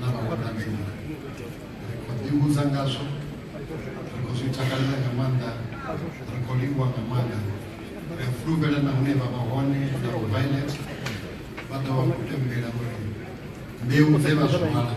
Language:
Venda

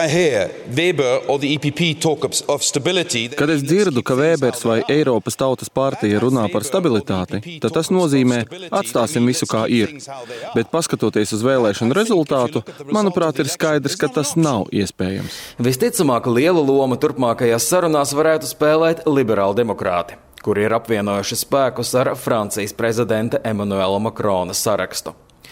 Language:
Latvian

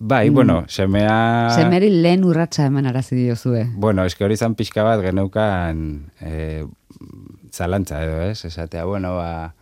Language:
Basque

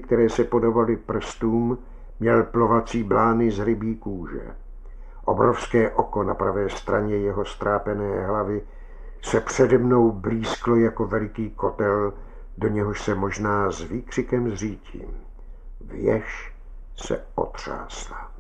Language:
Czech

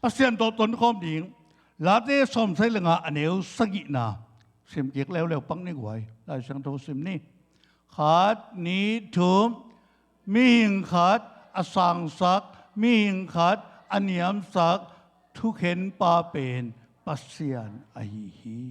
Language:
Tedim Chin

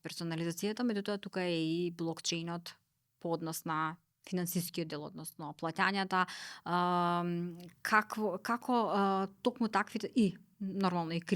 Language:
Macedonian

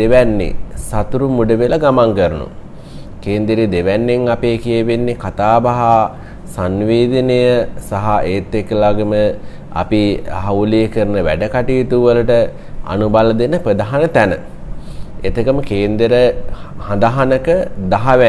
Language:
Sinhala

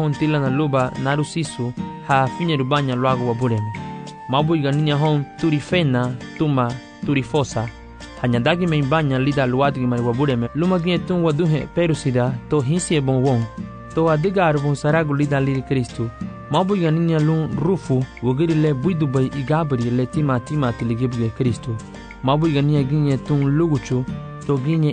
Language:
Garifuna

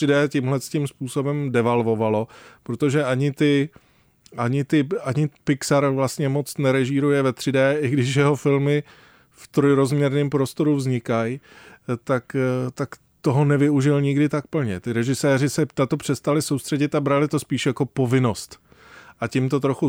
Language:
Czech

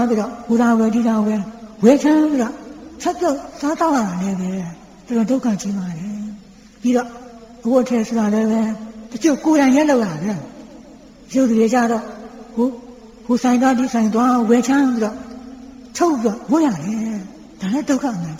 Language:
Burmese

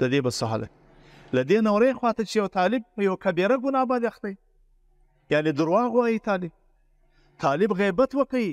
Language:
Pashto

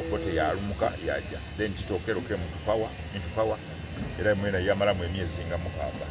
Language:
Soga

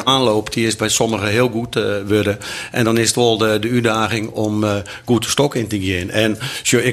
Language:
Western Frisian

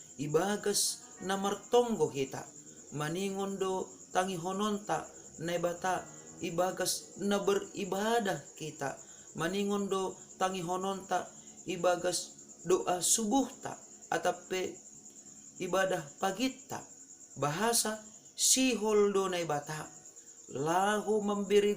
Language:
Batak Simalungun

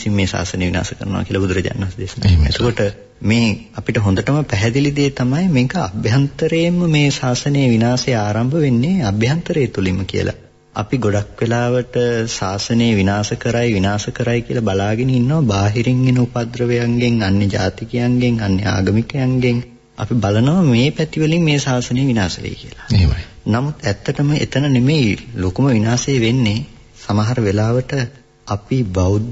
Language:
Sinhala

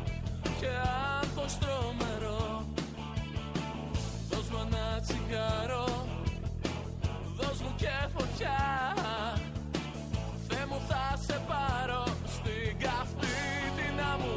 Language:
Greek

